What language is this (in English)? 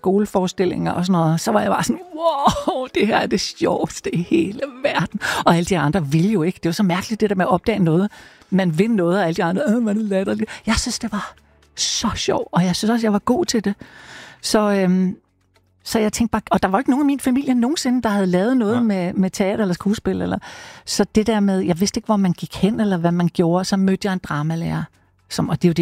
Danish